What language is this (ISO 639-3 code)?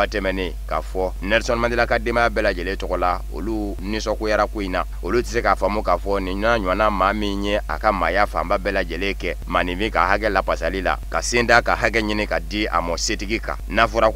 bam